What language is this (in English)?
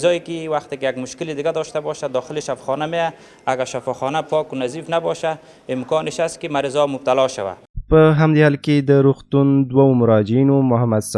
Pashto